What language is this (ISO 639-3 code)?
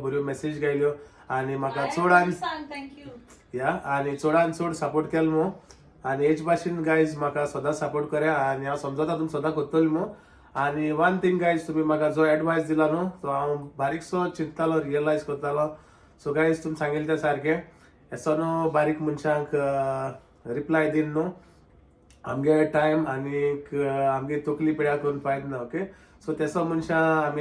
kok